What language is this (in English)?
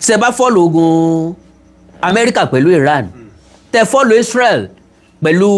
Yoruba